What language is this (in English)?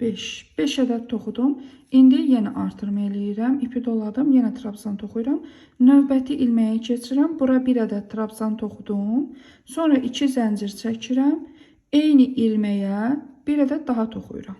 Azerbaijani